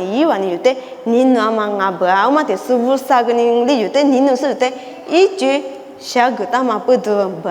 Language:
Lisu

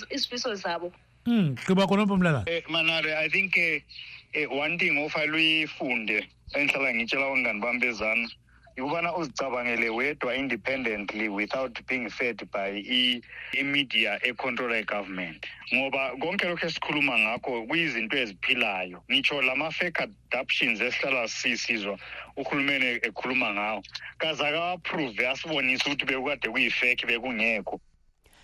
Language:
North Ndebele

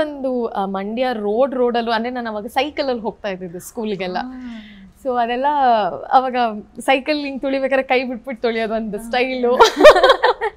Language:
Kannada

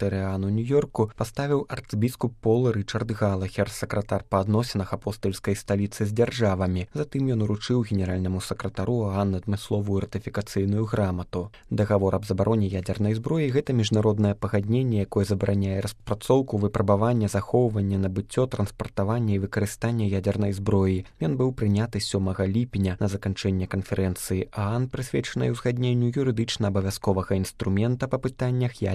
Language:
Belarusian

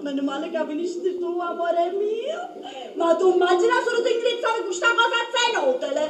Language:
Sicilian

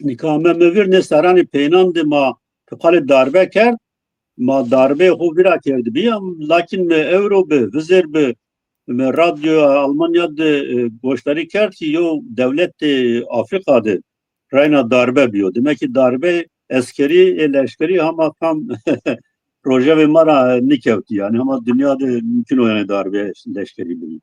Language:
Zaza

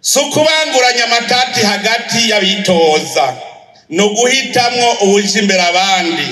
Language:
Rundi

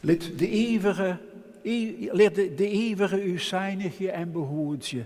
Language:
Western Frisian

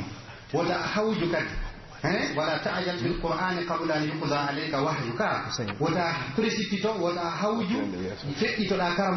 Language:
Pular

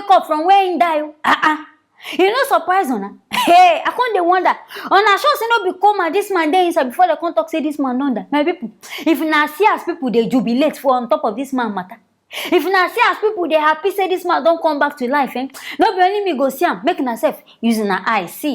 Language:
Nigerian Pidgin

